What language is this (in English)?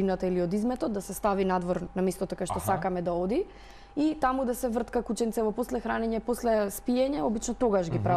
Macedonian